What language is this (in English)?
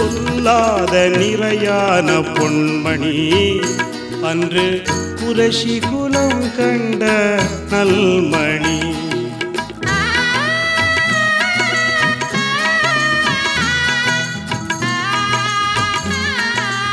Tamil